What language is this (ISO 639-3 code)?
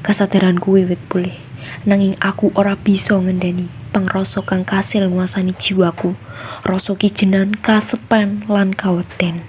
jav